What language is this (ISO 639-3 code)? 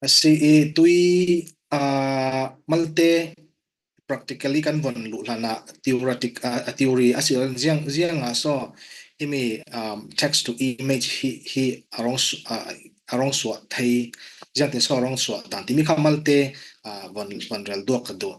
cfm